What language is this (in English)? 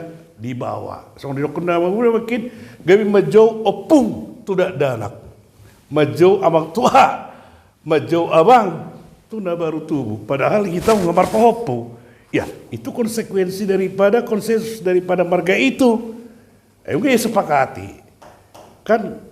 Batak Toba